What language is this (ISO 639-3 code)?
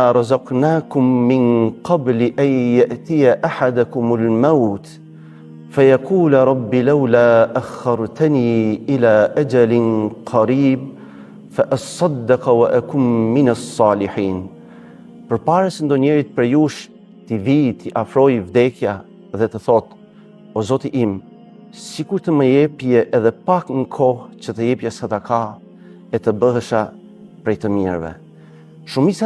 sqi